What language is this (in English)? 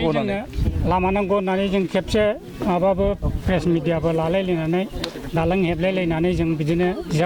Bodo